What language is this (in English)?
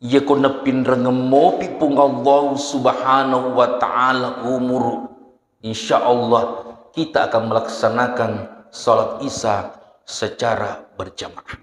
Buginese